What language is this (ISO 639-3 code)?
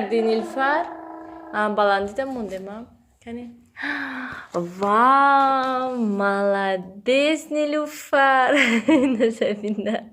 tgk